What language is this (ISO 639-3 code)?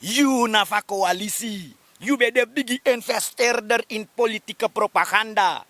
srn